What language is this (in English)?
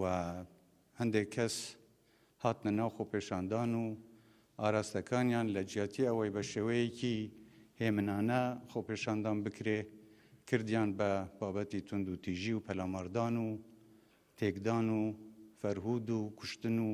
Central Kurdish